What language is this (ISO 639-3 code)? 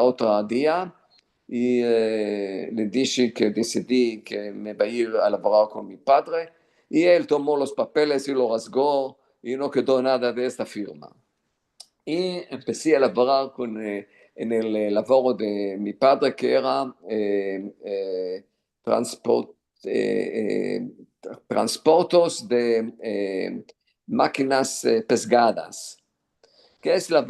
lad